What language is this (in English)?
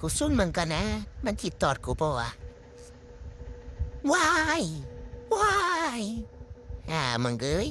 Northeastern Thai